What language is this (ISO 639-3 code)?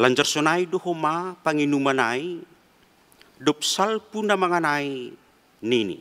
bts